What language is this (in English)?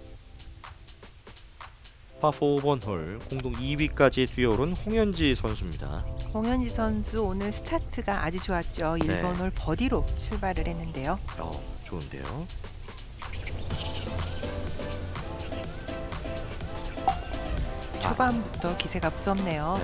Korean